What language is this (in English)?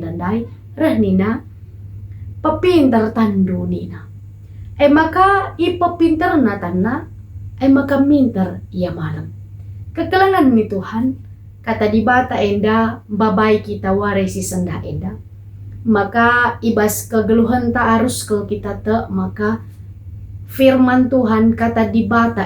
Batak Karo